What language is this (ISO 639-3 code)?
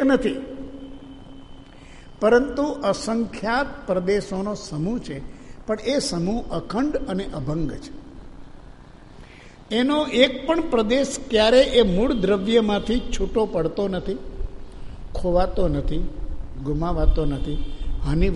guj